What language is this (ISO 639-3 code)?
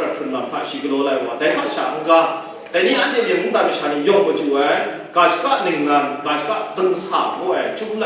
kac